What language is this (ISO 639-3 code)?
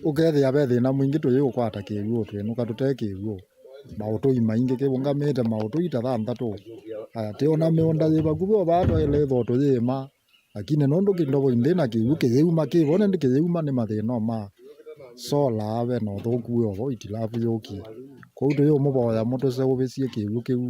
kam